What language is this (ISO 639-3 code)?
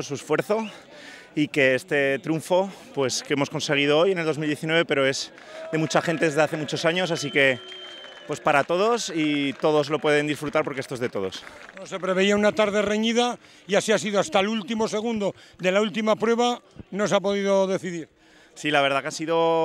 spa